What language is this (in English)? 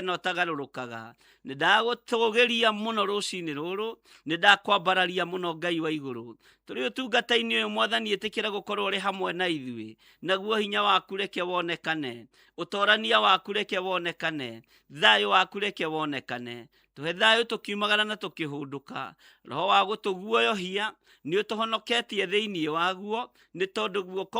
Kikuyu